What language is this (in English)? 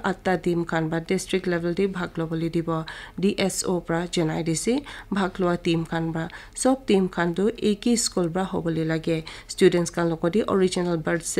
Naga Pidgin